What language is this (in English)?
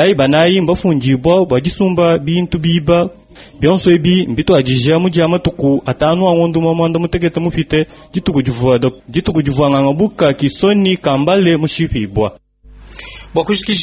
Luba-Lulua